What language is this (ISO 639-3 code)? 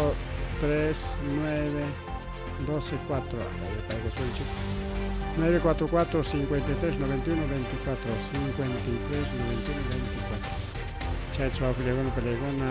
quy